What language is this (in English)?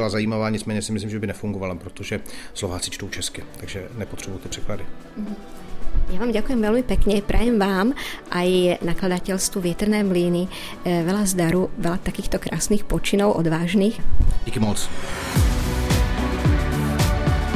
Slovak